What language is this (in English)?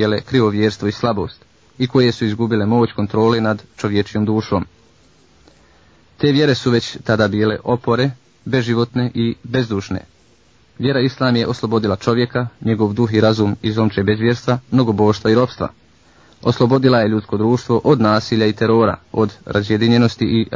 Bosnian